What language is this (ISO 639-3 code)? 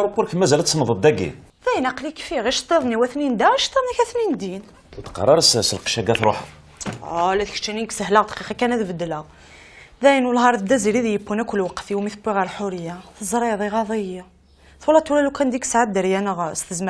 kab